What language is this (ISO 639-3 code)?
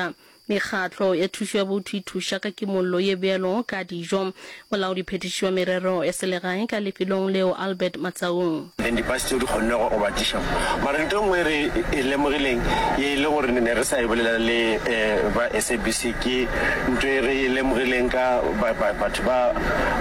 nso